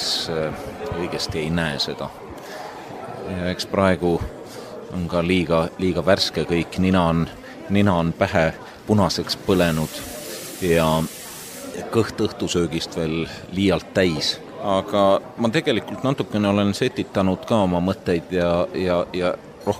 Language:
Estonian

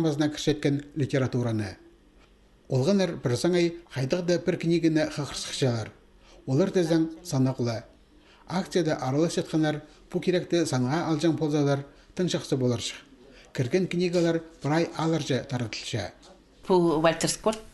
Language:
Khakas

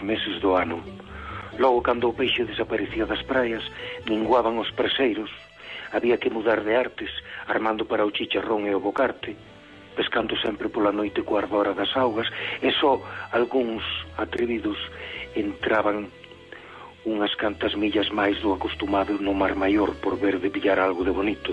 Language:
Galician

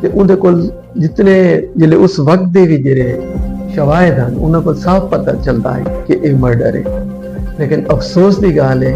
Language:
Saraiki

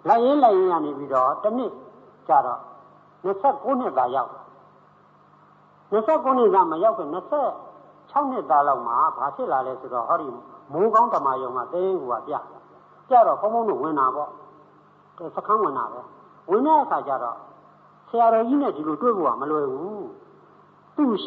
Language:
Burmese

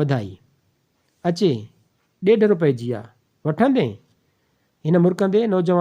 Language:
Sindhi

